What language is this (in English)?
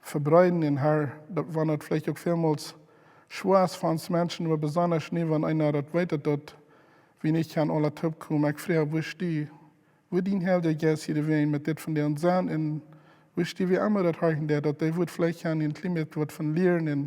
Plautdietsch